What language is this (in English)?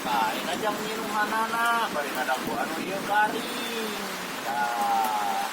Sundanese